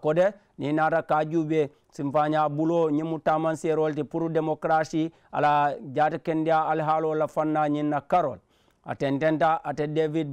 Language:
Mandingo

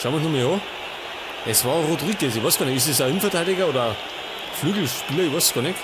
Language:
Bavarian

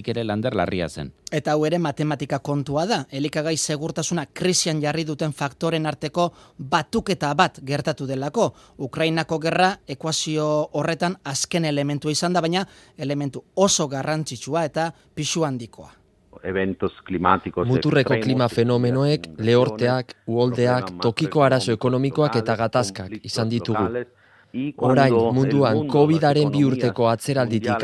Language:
Basque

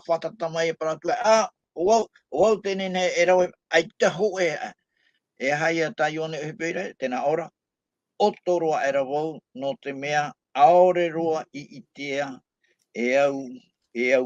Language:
Tahitian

